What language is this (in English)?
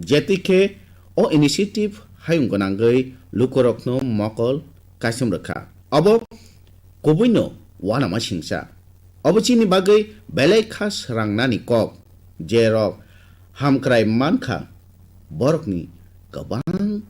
Kok Borok